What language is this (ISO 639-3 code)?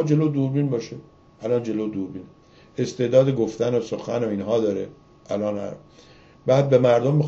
fas